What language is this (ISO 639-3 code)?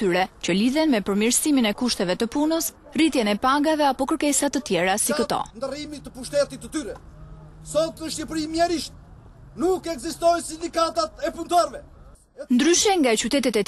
sqi